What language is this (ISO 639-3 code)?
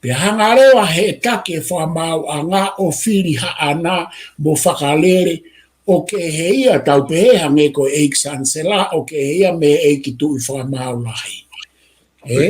ton